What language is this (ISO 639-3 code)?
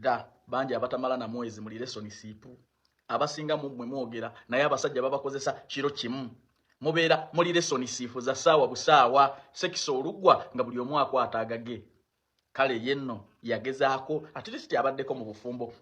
lug